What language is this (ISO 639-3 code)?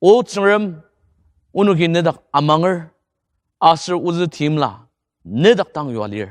njo